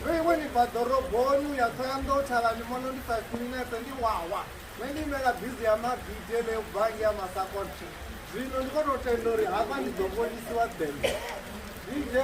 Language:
Venda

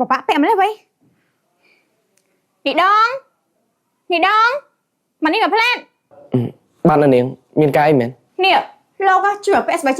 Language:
Khmer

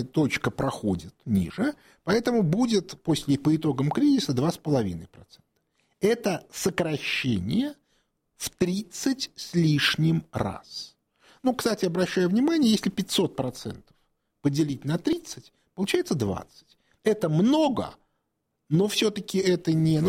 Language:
Russian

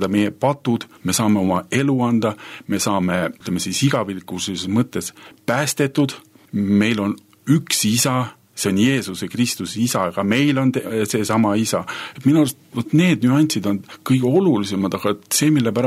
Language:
Estonian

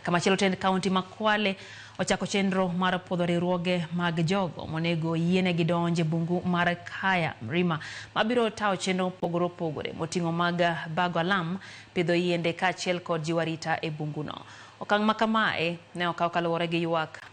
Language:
Luo (Kenya and Tanzania)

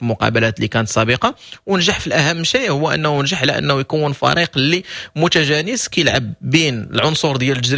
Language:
Moroccan Arabic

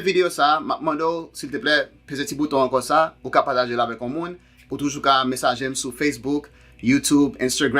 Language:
Haitian Creole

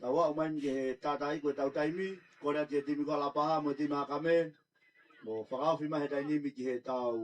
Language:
Tongan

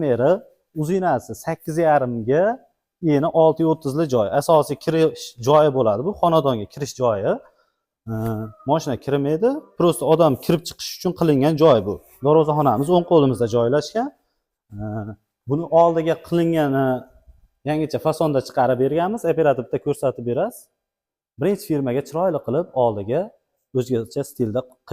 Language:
Uzbek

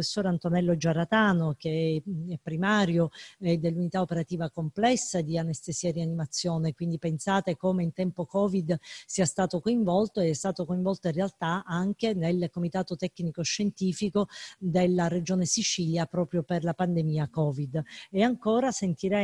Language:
Italian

